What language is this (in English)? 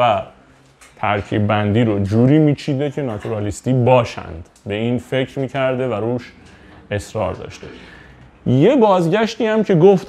Persian